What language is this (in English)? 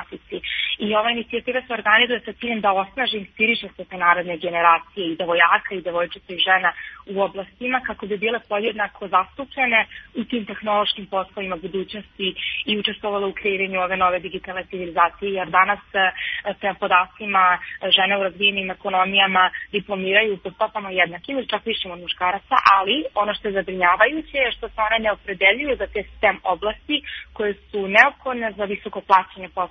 Serbian